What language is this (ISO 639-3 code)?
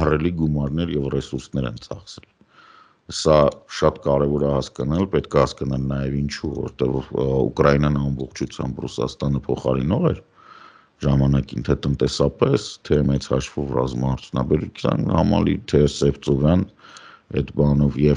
hye